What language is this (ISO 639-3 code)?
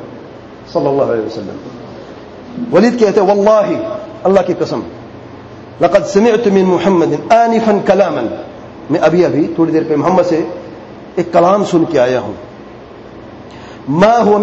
urd